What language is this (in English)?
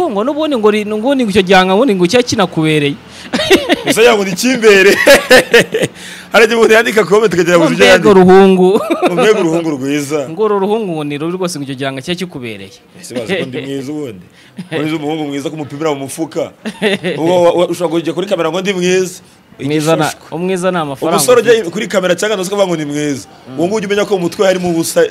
Kinyarwanda